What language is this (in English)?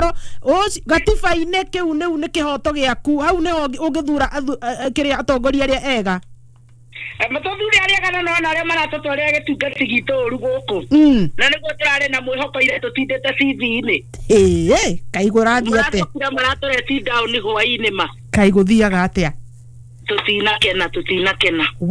Kikuyu